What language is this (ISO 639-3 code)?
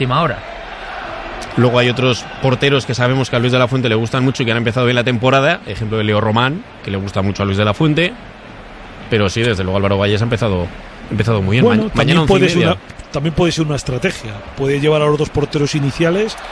spa